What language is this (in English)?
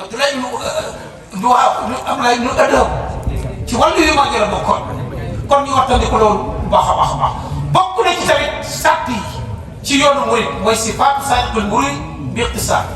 Wolof